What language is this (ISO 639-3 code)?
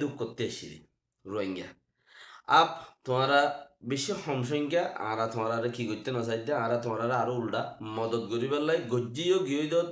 rhg